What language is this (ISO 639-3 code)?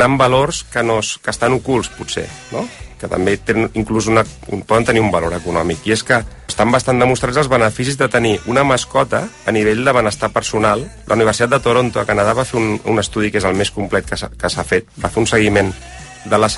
cat